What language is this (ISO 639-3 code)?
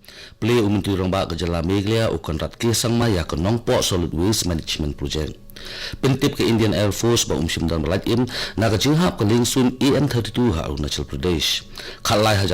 kha